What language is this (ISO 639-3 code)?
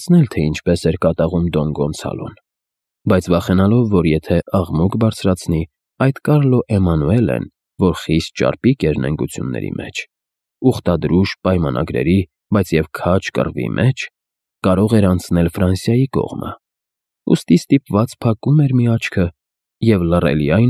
hye